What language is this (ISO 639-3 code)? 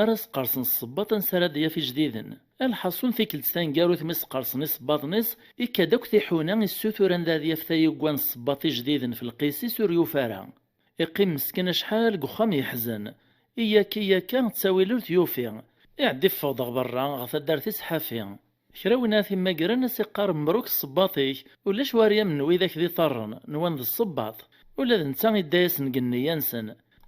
kab